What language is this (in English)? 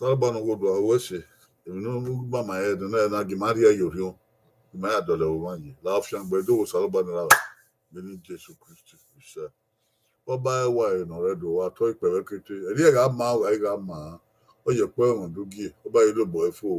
Bini